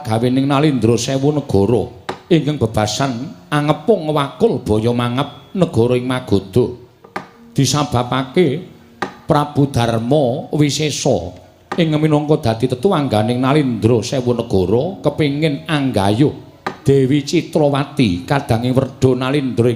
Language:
Javanese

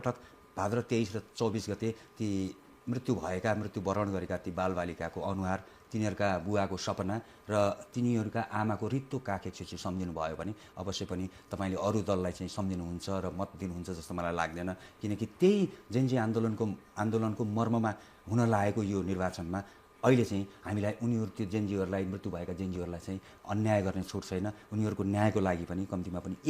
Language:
Nepali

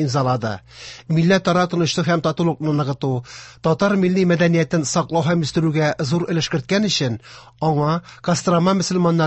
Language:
Tatar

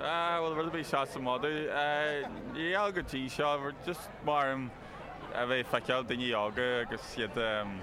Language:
Irish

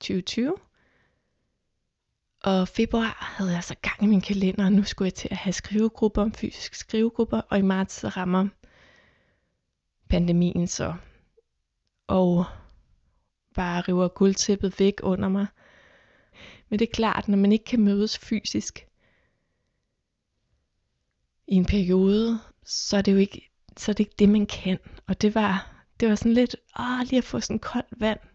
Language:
Danish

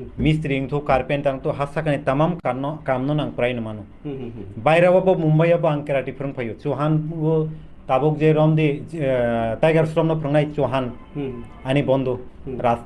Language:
Kok Borok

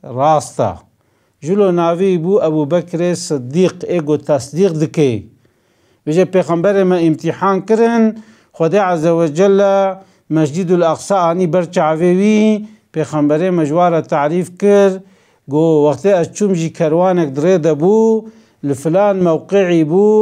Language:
Kurdish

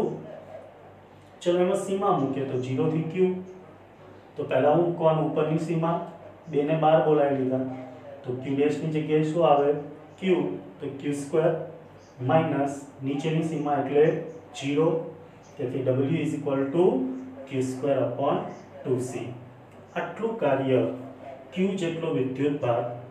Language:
Gujarati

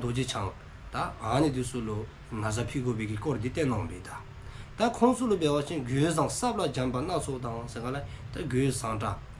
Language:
Dzongkha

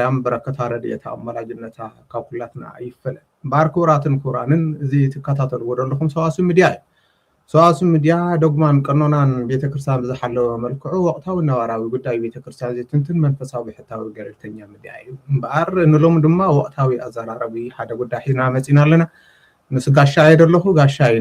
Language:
Tigrinya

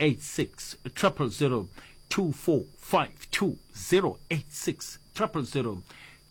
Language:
Northern Sotho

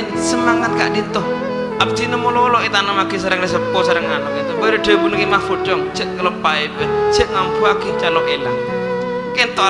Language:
Madurese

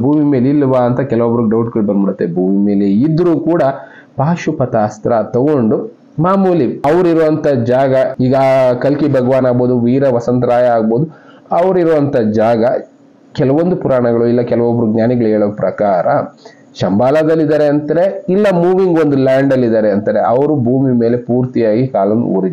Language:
Kannada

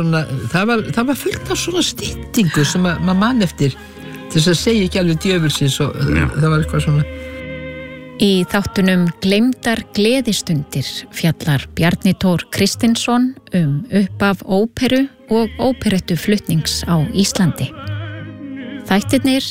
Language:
Icelandic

